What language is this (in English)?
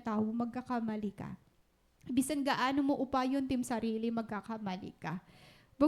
Waray